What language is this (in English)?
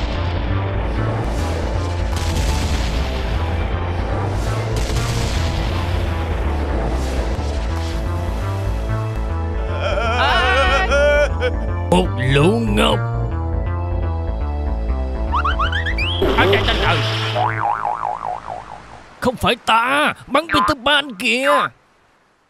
Vietnamese